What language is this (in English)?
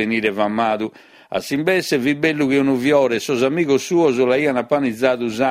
Sardinian